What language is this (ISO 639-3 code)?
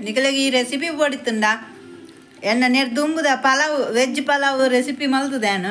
tcy